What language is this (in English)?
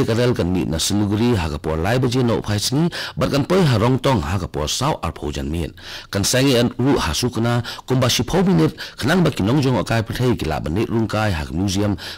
Khasi